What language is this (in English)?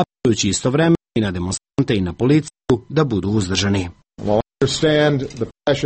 Serbian